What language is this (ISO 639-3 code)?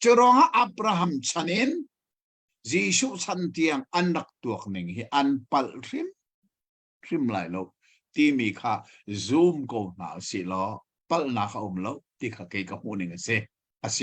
cnh